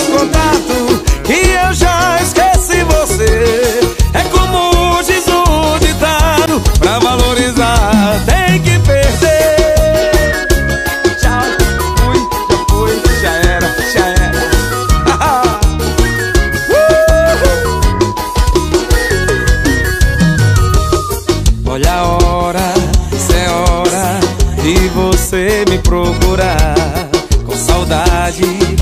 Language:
Portuguese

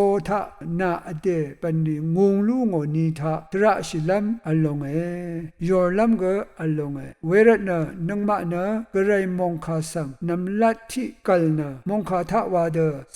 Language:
Rawang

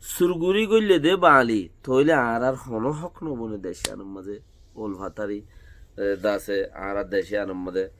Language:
Rohingya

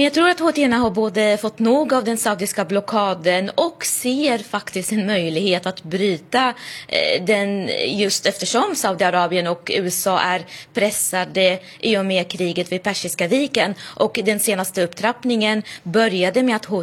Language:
Swedish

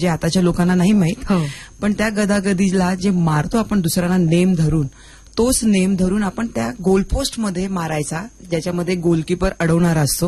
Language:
Marathi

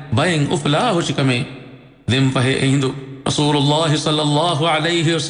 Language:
Divehi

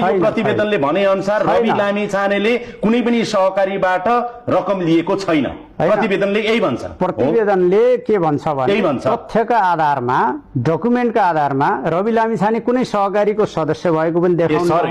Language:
Nepali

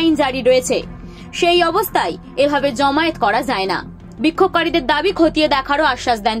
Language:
Bangla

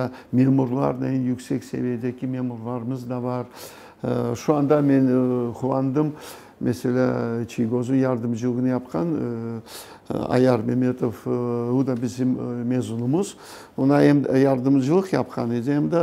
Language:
Crimean Tatar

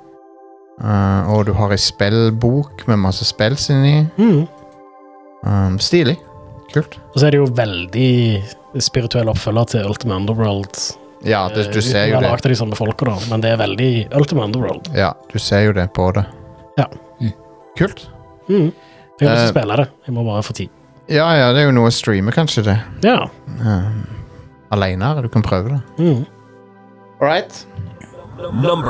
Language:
Norwegian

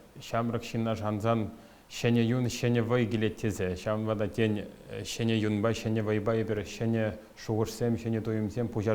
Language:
Chuvash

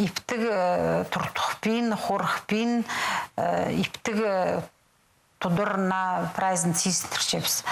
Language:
Khakas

